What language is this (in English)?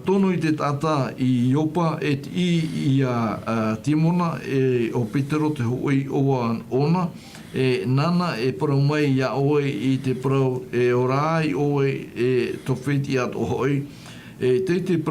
Tahitian